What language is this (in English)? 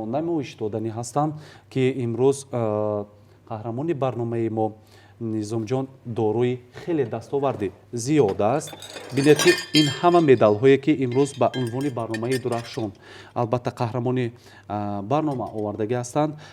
Tajik